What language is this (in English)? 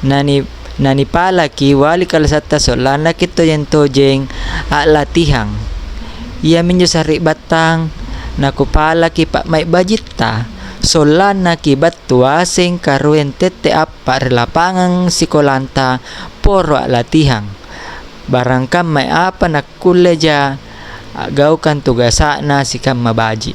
Makasar